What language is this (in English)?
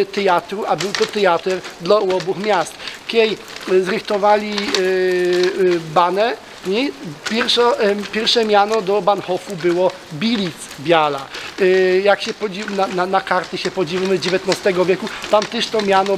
Silesian